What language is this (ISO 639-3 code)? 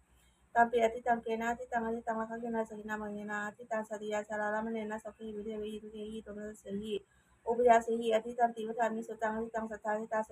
pli